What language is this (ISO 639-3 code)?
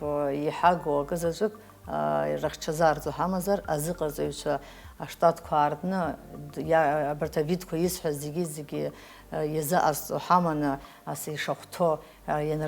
abk